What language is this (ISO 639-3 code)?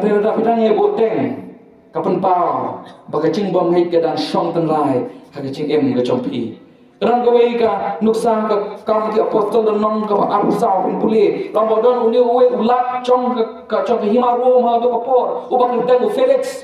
kha